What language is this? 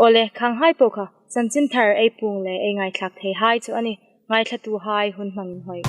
Hmar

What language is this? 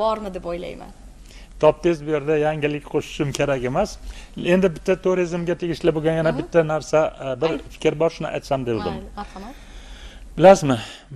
Uzbek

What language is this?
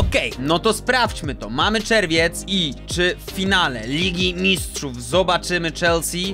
Polish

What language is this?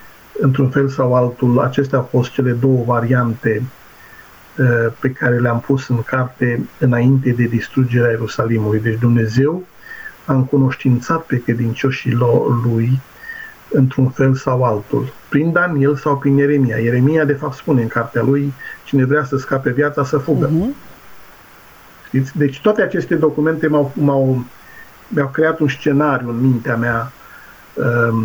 Romanian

